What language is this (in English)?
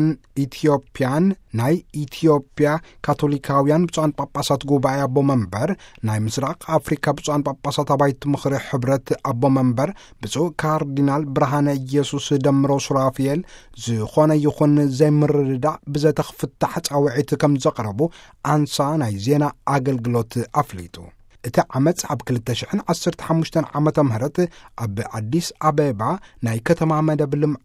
Tigrinya